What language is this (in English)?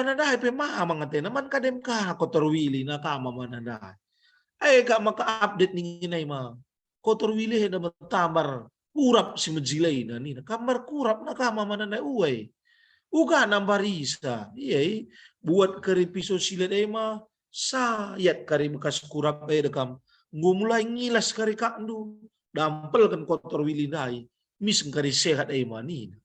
Batak Karo